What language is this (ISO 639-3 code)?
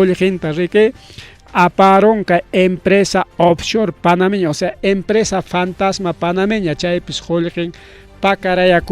quy